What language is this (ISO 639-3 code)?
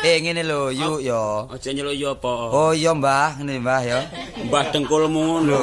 jav